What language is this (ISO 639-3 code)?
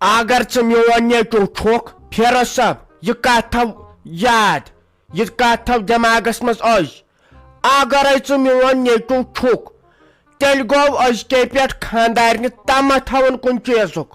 kas